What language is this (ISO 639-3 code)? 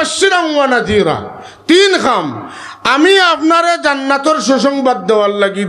syl